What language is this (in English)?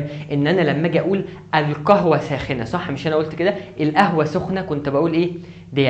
Egyptian Arabic